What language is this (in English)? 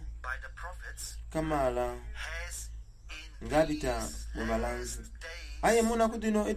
Soga